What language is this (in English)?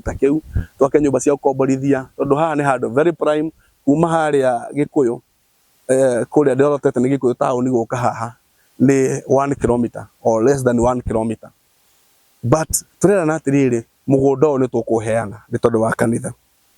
Kikuyu